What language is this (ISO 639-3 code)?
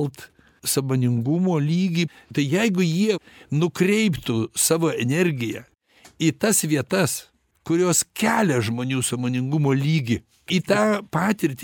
lit